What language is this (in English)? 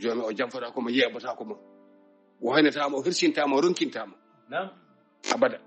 Fula